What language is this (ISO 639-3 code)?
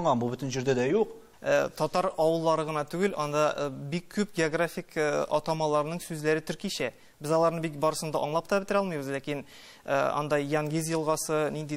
tat